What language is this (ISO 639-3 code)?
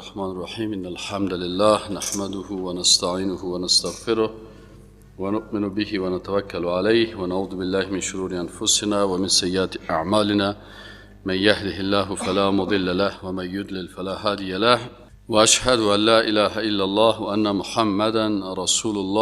fas